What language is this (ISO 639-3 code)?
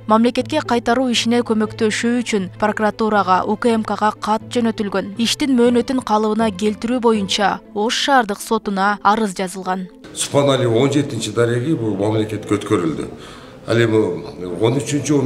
kir